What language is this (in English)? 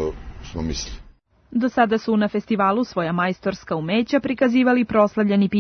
Serbian